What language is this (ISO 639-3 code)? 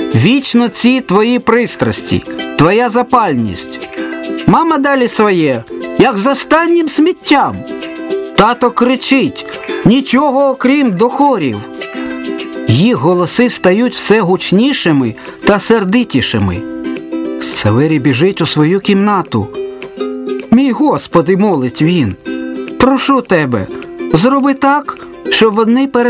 ukr